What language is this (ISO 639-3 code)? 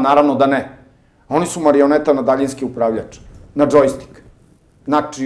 srp